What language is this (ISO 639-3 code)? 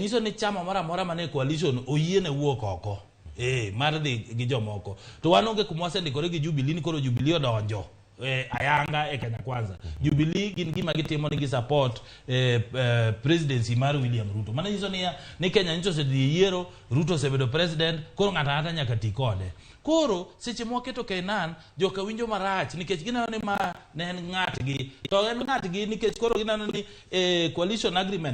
luo